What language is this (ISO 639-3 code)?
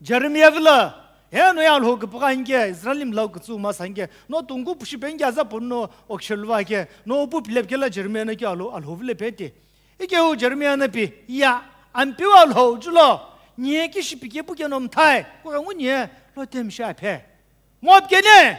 nsm